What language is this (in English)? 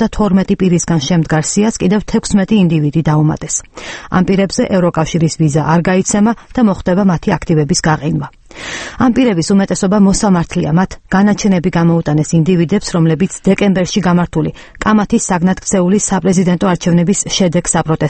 Georgian